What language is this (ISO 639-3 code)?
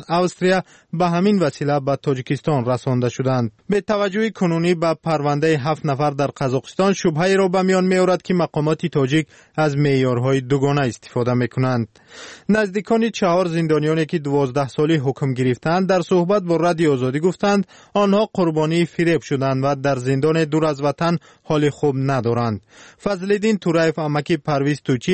fas